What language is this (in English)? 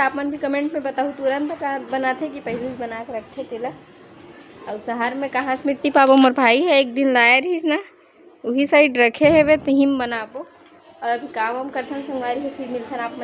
Chhattisgarhi